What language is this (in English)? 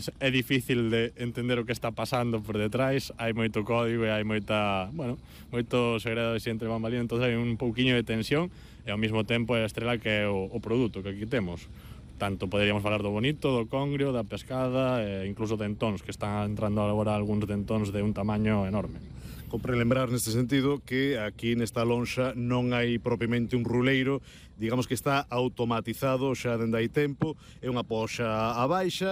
Galician